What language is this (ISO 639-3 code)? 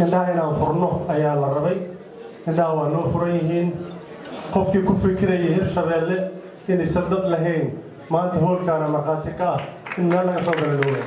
som